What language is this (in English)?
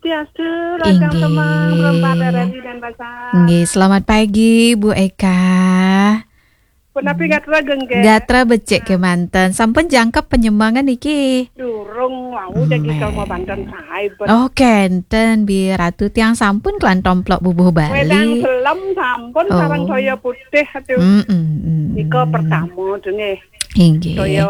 Balinese